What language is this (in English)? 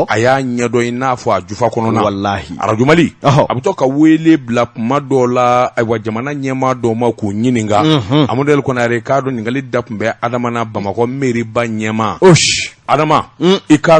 Bambara